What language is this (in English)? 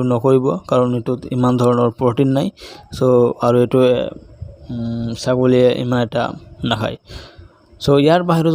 Assamese